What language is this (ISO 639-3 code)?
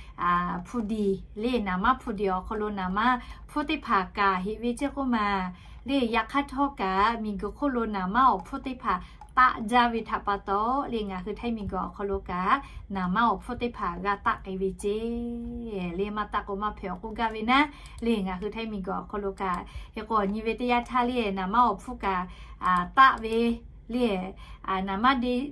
lhu